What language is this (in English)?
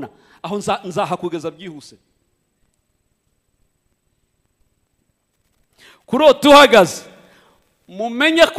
Kinyarwanda